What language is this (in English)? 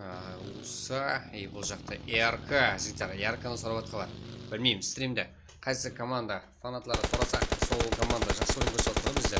Kara-Kalpak